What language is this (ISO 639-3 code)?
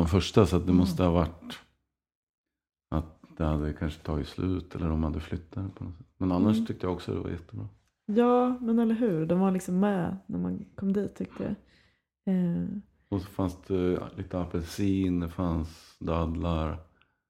swe